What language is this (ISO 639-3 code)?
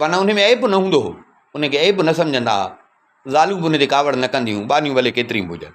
snd